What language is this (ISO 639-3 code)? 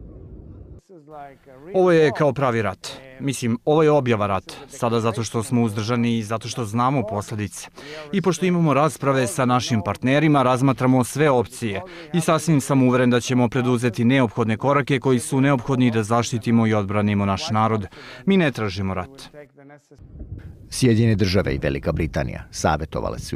srp